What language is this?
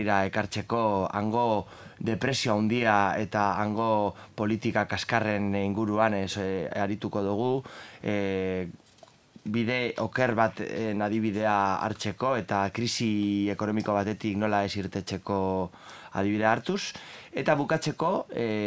Basque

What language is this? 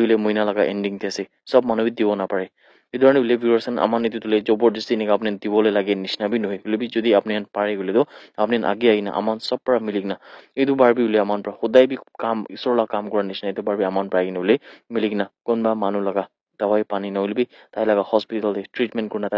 Naga Pidgin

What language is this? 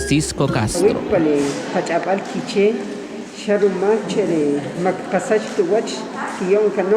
Kʼicheʼ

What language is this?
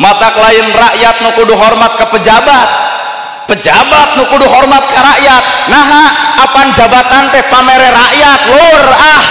Sundanese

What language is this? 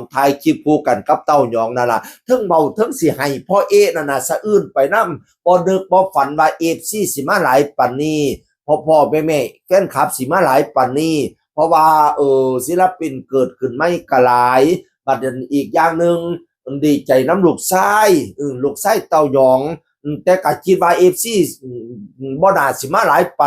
Northeastern Thai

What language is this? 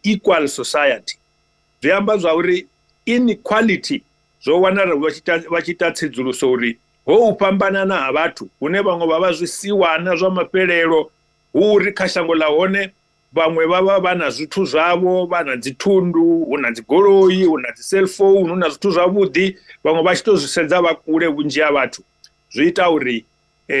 Venda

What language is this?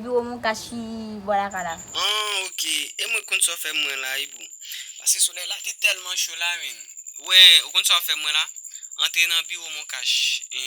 Haitian Creole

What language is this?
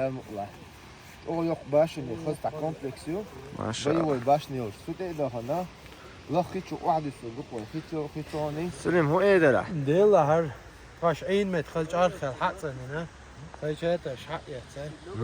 Chechen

